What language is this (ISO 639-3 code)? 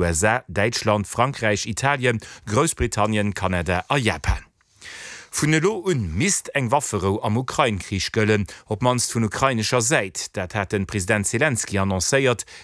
ltz